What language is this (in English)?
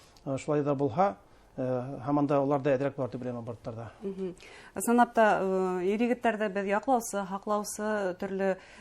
Bashkir